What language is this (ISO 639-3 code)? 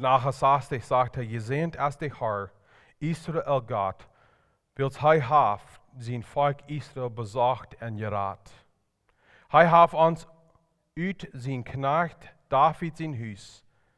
pdt